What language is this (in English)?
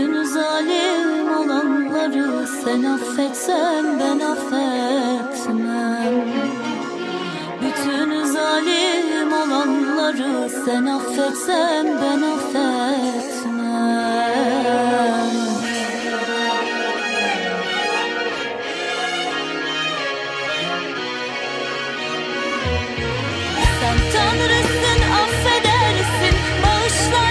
Turkish